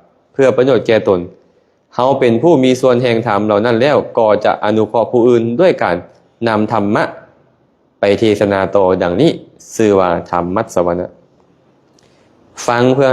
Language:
Lao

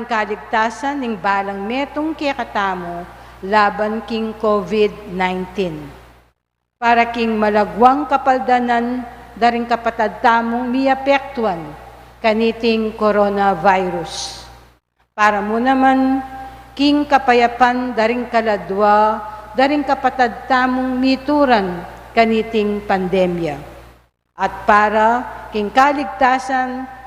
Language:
Pampanga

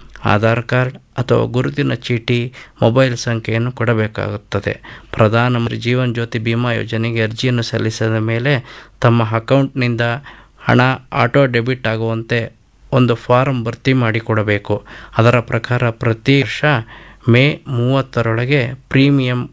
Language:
Kannada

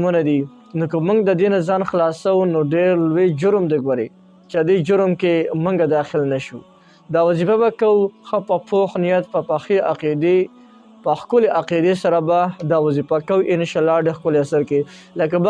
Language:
Pashto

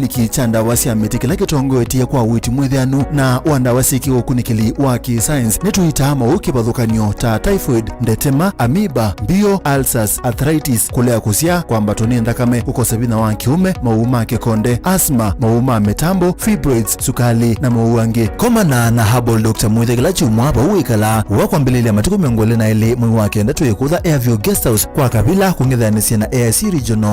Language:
Kamba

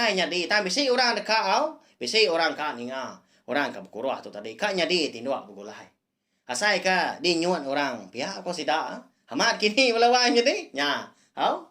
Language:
Iban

